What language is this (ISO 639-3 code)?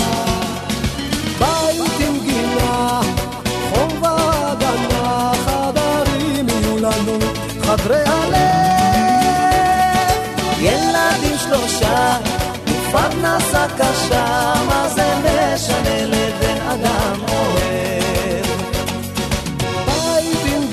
heb